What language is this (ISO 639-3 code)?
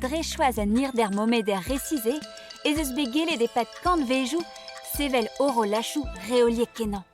bre